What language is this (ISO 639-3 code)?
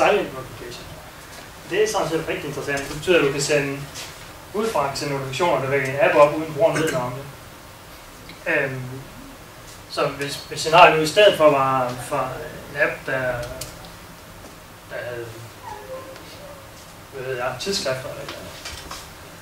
dan